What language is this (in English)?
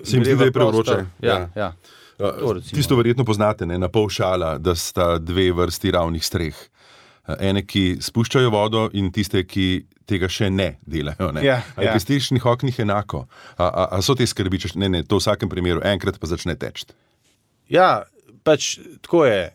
Slovenian